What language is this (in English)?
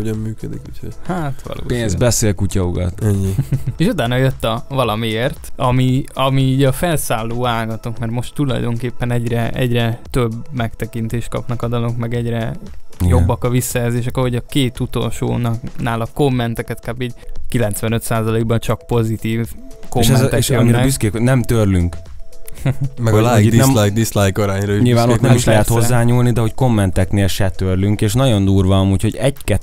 Hungarian